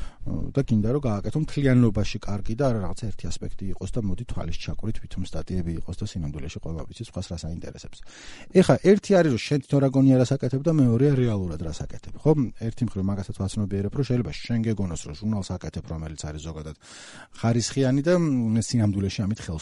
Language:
Georgian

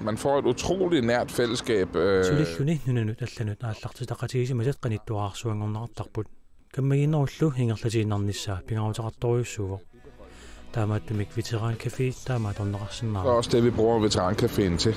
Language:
Kalaallisut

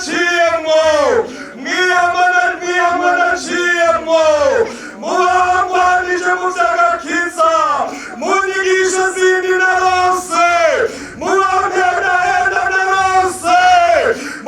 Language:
Rundi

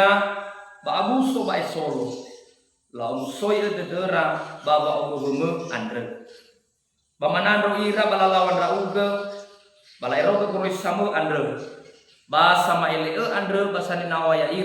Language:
Nias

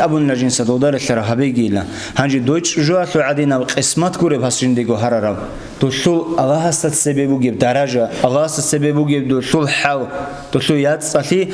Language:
Avaric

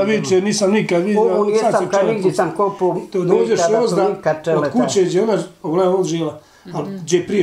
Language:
Bosnian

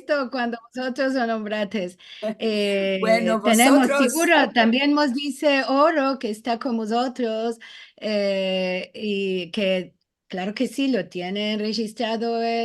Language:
Ladino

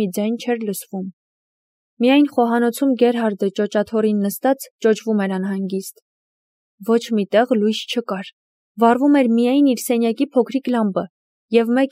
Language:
Armenian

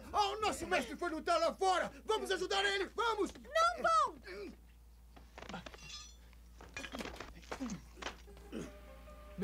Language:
Portuguese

